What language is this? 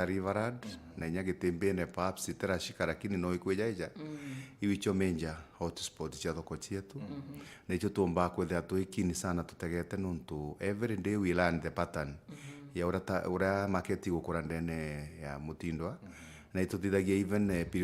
Meru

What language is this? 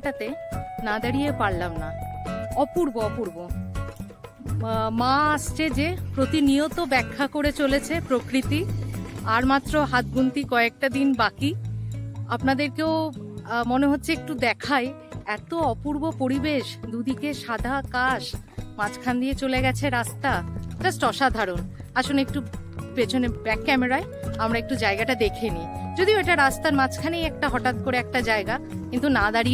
Bangla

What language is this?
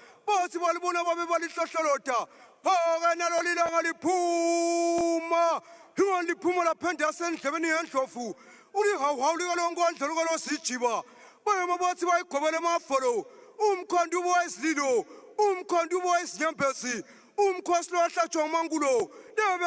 Swati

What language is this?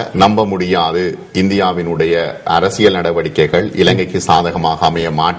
Tamil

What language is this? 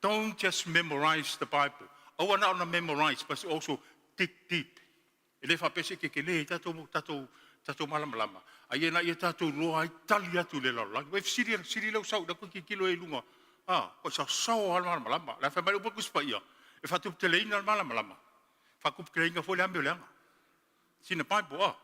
Samoan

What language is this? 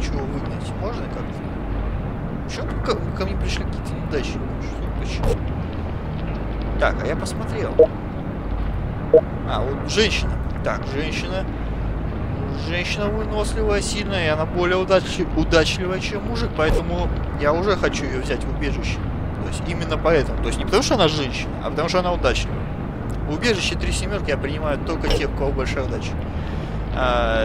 Russian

